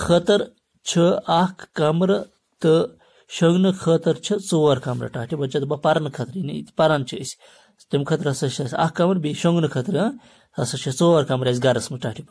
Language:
Kashmiri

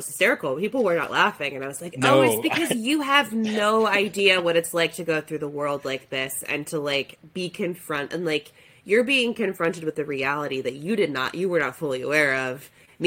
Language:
English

